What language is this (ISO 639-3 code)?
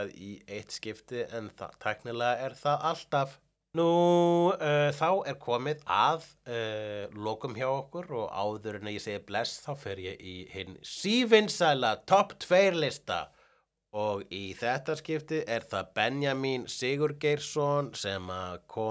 isl